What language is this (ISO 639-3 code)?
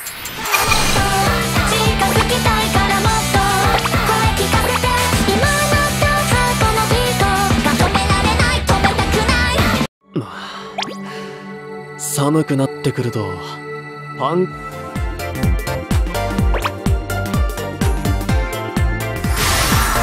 jpn